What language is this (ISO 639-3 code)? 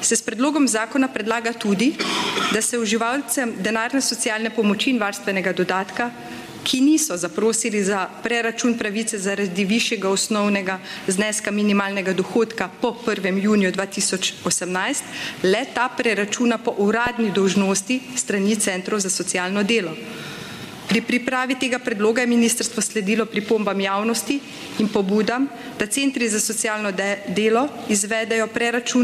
slv